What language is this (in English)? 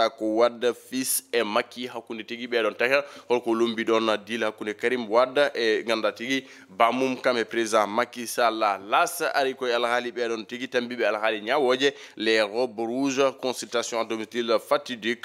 Fula